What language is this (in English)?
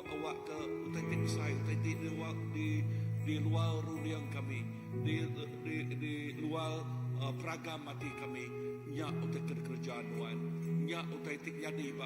Iban